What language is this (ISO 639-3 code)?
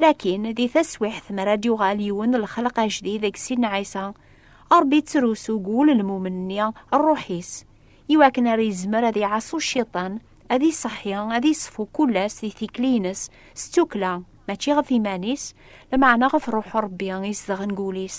kab